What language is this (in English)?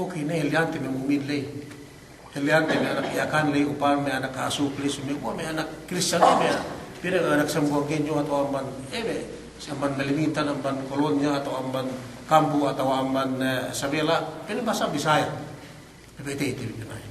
Yakan